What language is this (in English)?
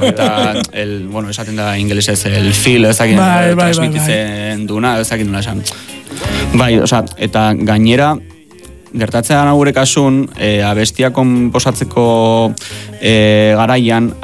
Basque